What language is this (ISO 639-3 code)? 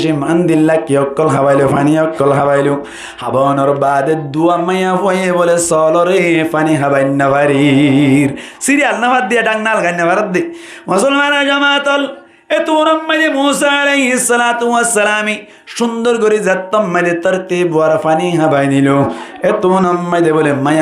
rhg